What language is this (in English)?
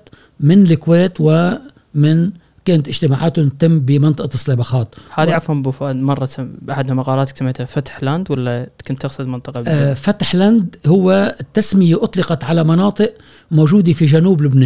Gulf Arabic